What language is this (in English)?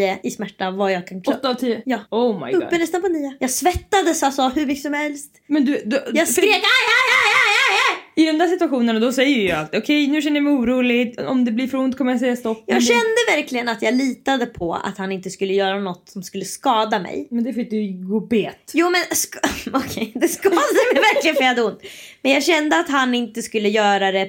Swedish